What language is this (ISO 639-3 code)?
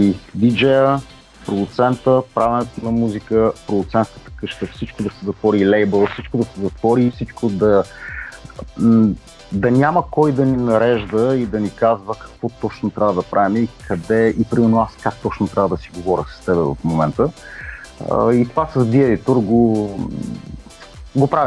bul